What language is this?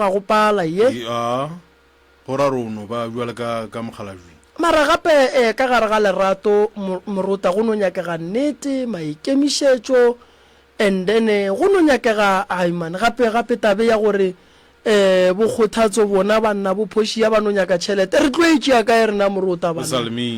Northern Sotho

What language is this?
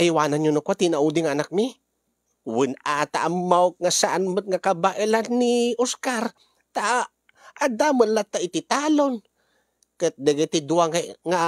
Iloko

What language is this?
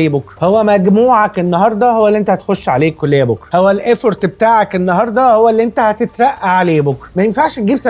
Egyptian Arabic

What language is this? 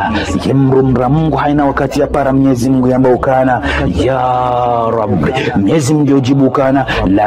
Ngazidja Comorian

